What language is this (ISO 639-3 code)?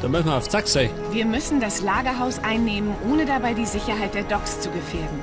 bar